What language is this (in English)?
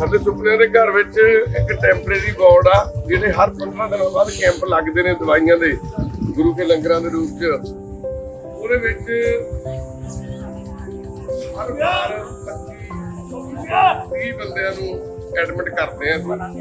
Punjabi